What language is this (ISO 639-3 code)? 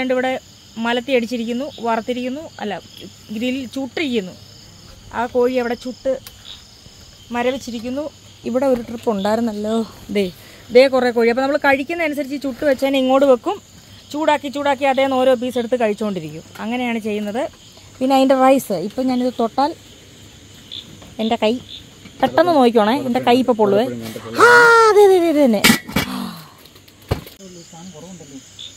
mal